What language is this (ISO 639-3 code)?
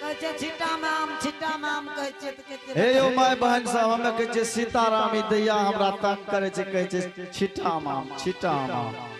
anp